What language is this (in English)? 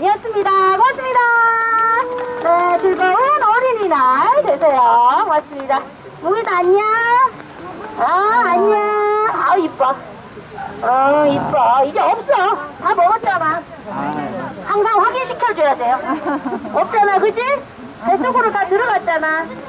Korean